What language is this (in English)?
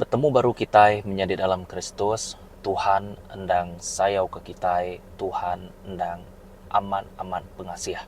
Iban